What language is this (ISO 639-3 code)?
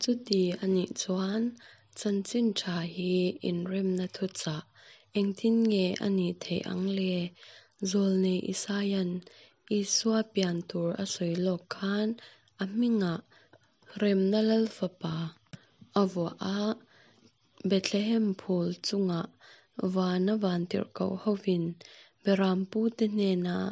lus